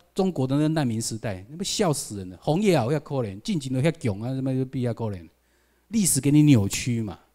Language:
Chinese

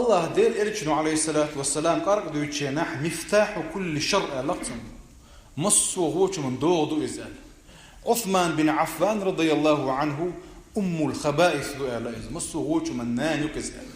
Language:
Chechen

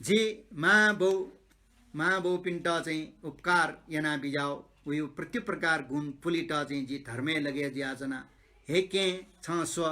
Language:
Newari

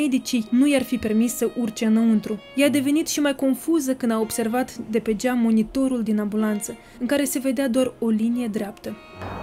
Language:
Romanian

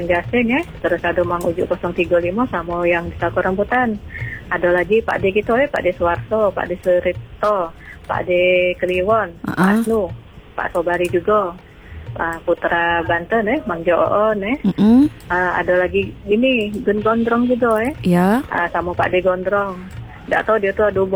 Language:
Indonesian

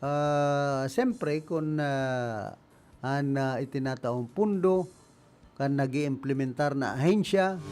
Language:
Bikol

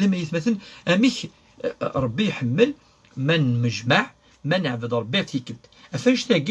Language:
Kabyle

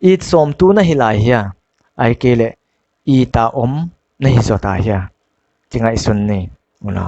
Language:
Paite Chin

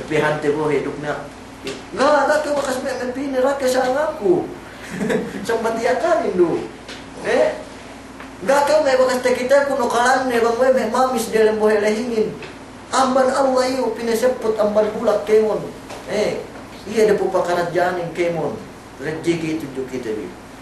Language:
Yakan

